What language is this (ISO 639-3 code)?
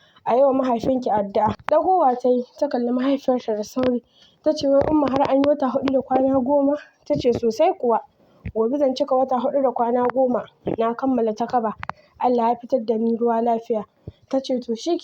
hau